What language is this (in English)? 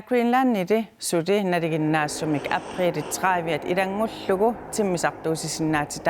Kalaallisut